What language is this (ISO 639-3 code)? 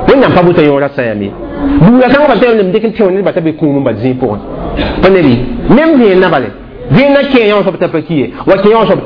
mos